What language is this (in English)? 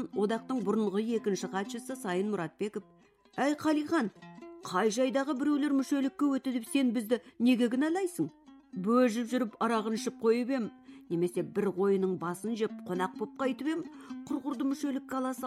Kazakh